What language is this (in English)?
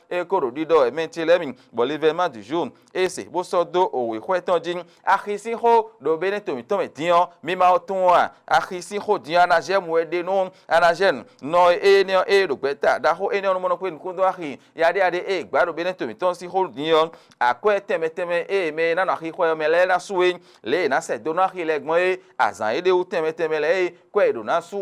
Fon